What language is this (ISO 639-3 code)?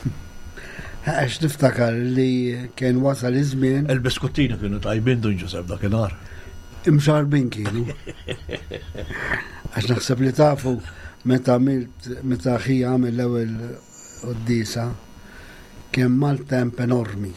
mlt